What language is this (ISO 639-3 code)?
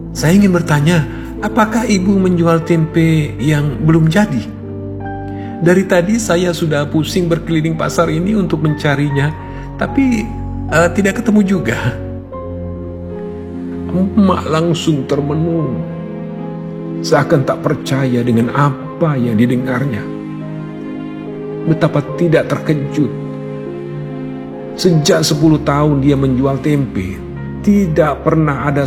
ind